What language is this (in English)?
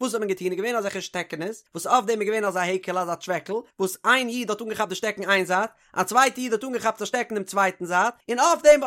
Yiddish